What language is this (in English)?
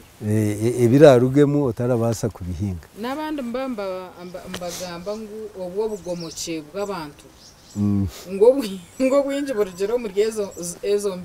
Nyankole